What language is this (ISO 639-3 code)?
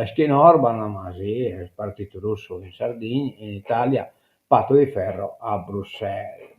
srd